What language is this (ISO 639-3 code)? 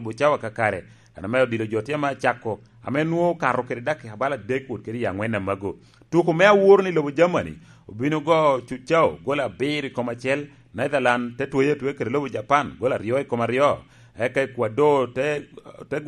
laj